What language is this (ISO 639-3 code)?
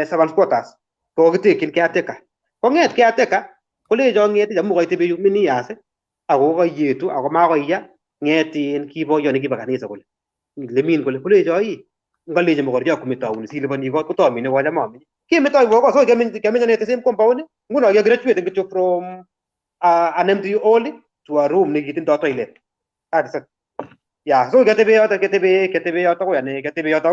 kln